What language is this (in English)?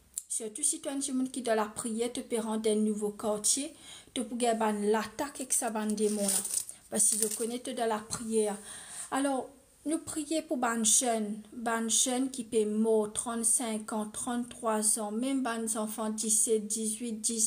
Morisyen